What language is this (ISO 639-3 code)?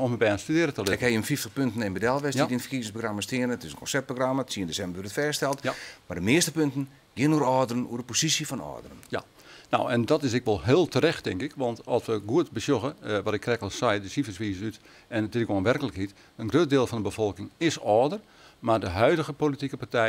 fry